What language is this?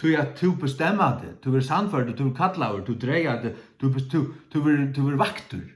Faroese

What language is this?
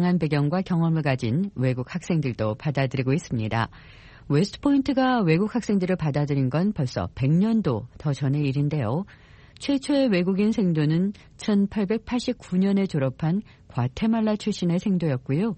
Korean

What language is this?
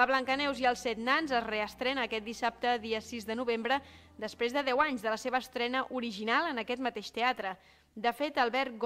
Catalan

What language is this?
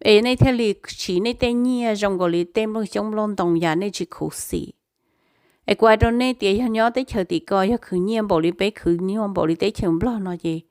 Hmong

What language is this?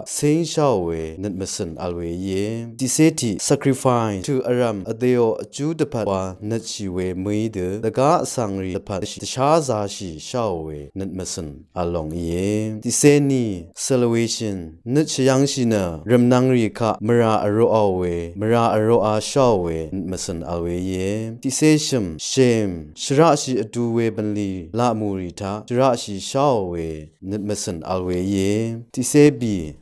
Rawang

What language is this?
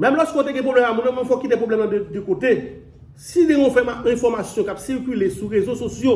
Haitian Creole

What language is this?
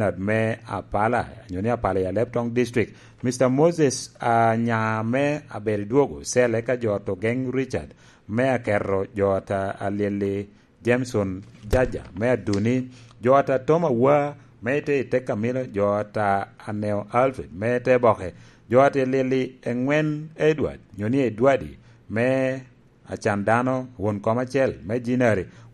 Lango (Uganda)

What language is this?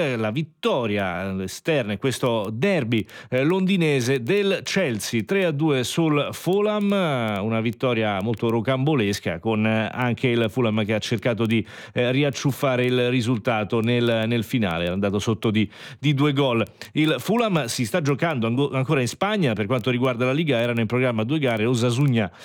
Italian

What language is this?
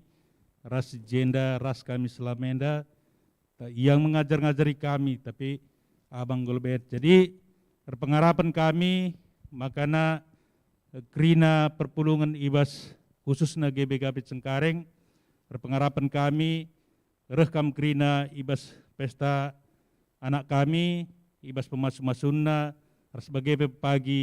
Batak Karo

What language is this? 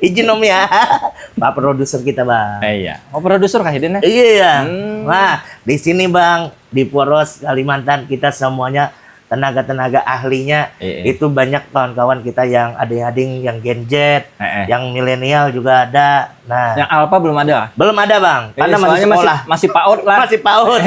Banjar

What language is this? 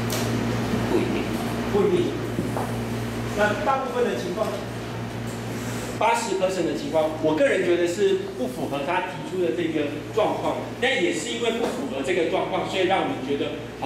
Chinese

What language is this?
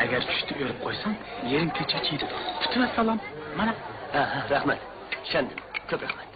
Uyghur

